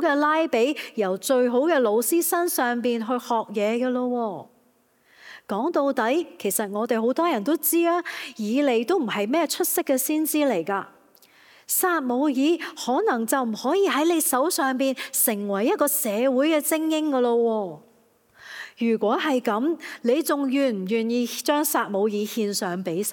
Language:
Cantonese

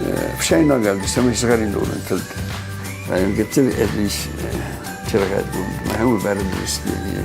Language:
Ossetic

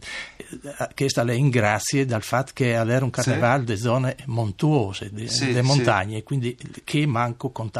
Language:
Friulian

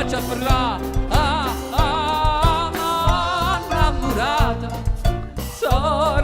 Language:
Neapolitan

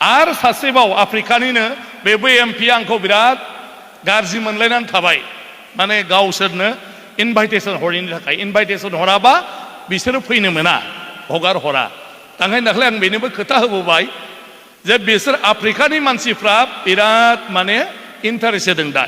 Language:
Bodo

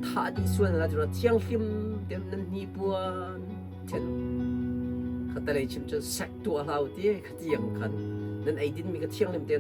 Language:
Hakha Chin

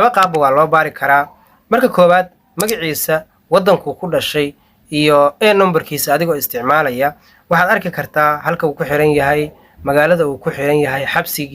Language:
Somali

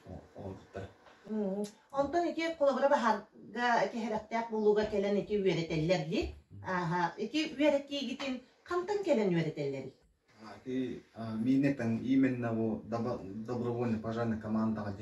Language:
Yakut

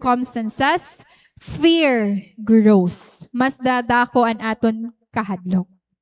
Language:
Waray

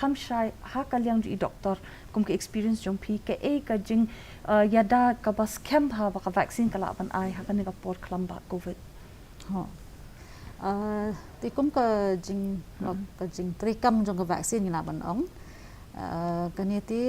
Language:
Khasi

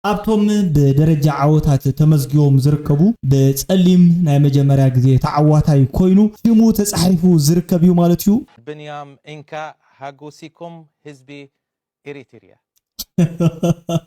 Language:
Tigrinya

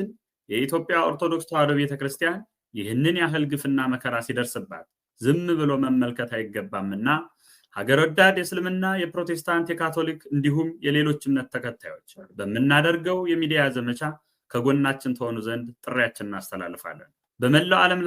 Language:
Amharic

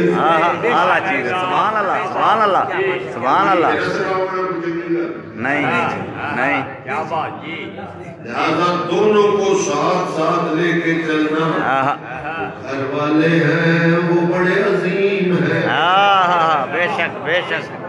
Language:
Urdu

